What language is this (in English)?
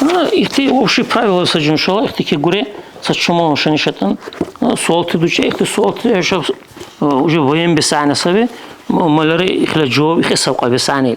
Dargwa